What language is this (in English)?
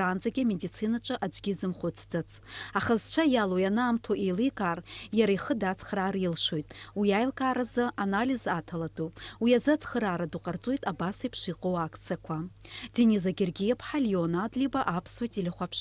Abkhazian